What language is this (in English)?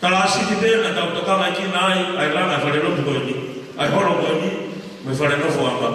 Tongan